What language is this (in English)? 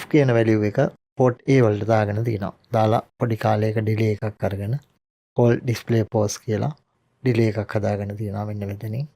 Sinhala